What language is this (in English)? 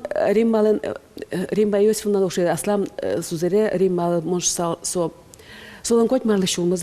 Udmurt